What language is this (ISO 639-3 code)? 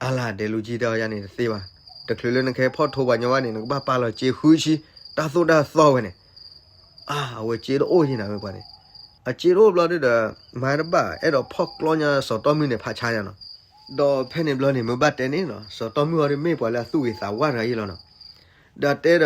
ksw